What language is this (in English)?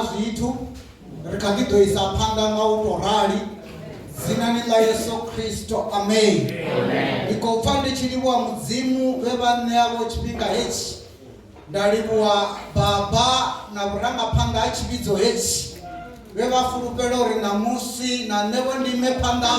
Venda